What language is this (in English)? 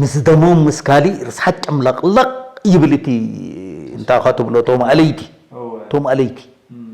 Tigrinya